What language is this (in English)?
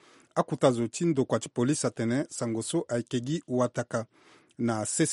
Sango